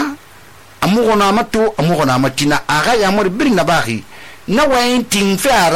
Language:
Susu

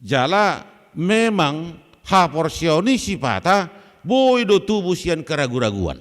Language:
Batak Toba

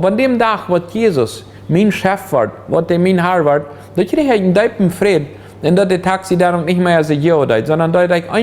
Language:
Plautdietsch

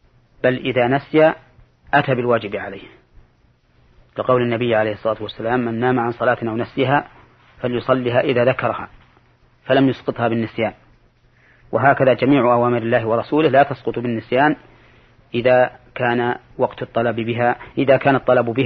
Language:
Arabic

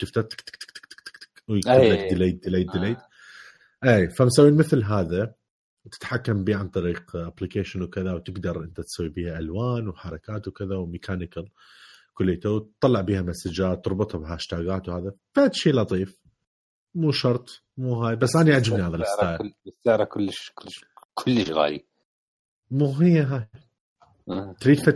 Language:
Mesopotamian Arabic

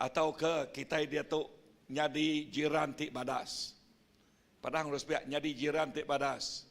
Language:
Iban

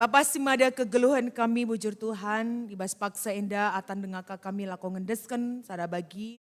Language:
Batak Karo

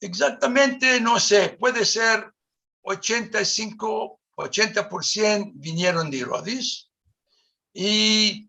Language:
Ladino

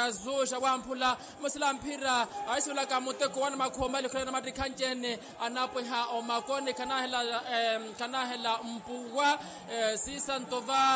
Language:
Makhuwa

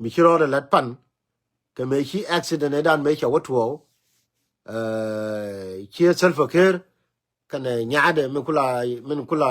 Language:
Nuer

